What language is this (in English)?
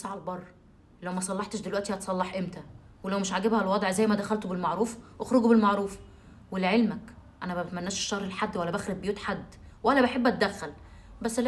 Egyptian Arabic